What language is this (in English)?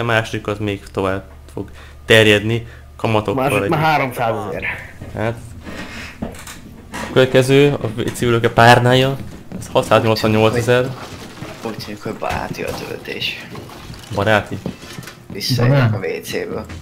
Hungarian